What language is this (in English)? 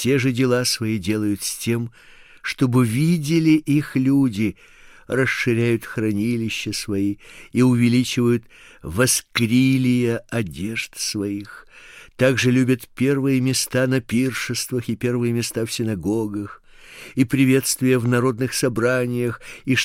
Russian